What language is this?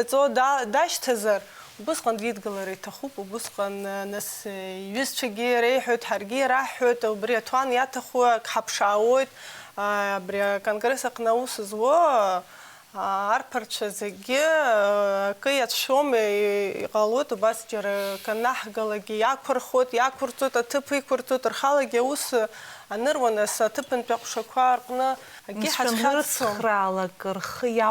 Abkhazian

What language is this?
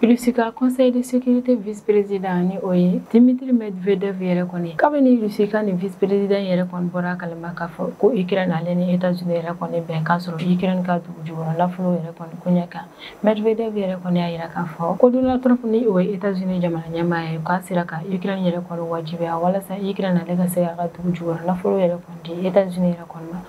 Bambara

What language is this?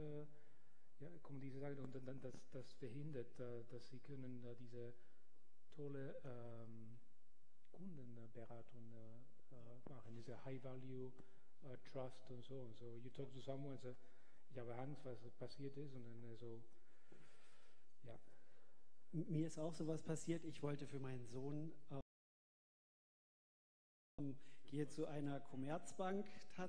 German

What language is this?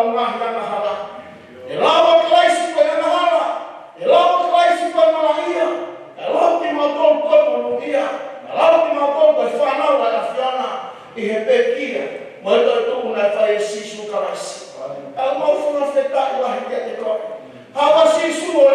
Tongan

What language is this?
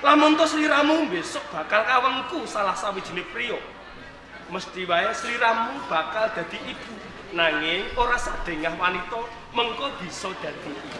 Javanese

